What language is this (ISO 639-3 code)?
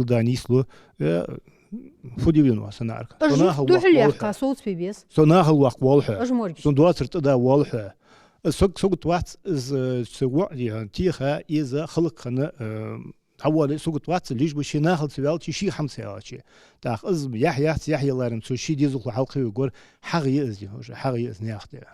inh